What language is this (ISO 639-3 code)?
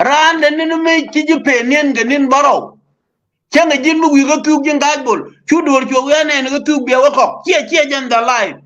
nus